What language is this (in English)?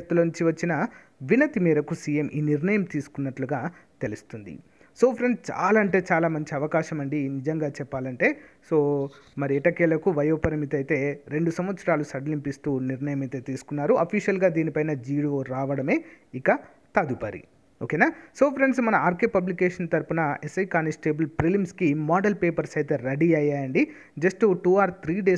Telugu